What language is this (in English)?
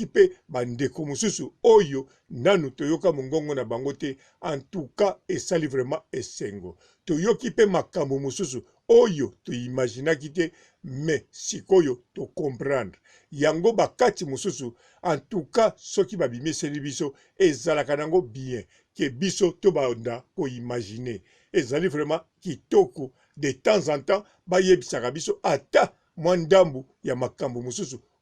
Lingala